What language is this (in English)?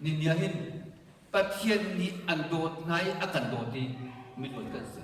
Hakha Chin